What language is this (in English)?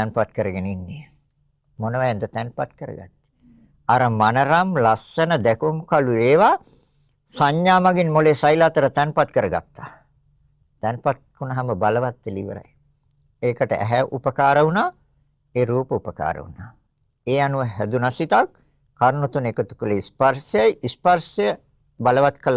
Sinhala